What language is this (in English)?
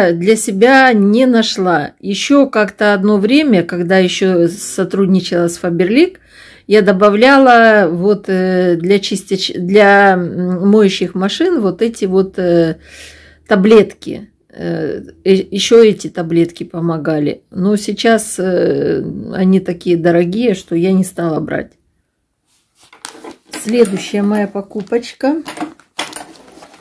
Russian